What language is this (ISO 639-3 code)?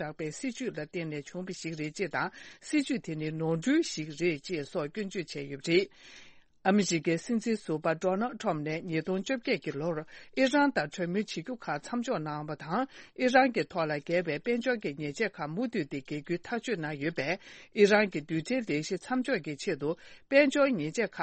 bod